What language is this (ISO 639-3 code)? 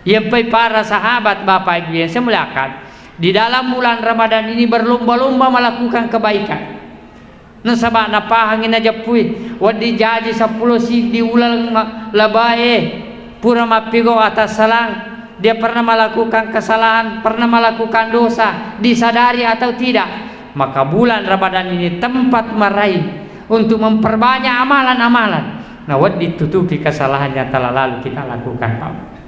bug